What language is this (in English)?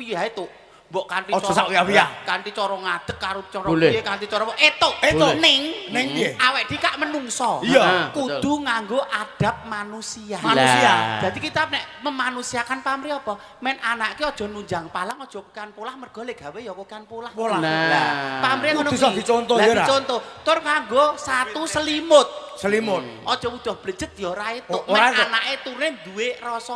Javanese